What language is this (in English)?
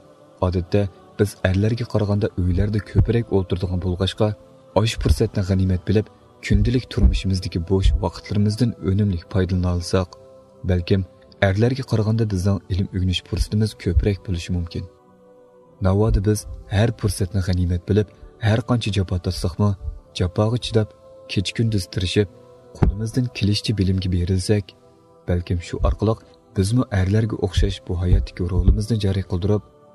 Uyghur